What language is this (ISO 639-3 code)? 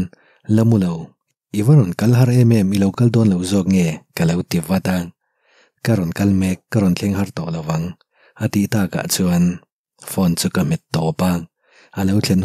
lus